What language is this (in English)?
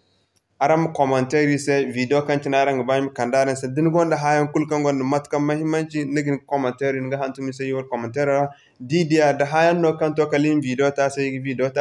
Zarma